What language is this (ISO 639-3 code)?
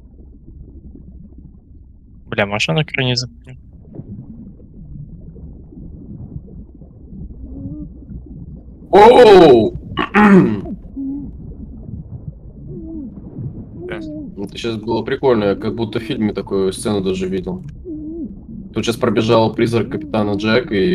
rus